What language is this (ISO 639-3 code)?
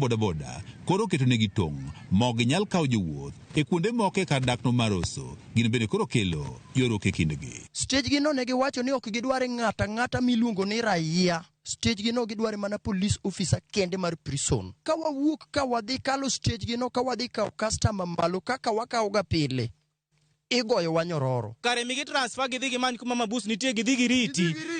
luo